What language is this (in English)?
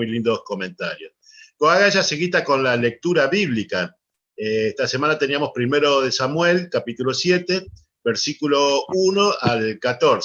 Guarani